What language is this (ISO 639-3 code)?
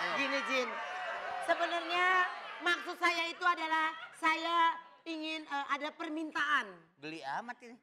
bew